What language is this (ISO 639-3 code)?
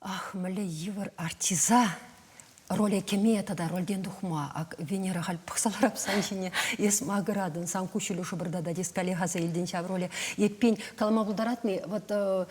chv